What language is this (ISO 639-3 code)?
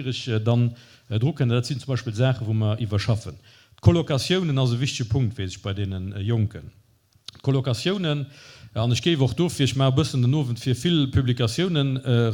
ltz